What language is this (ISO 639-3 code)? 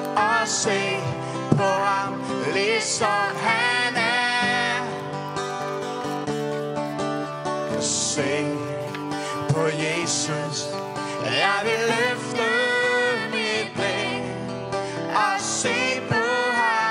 dan